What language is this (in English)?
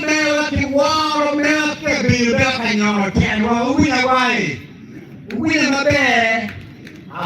Acoli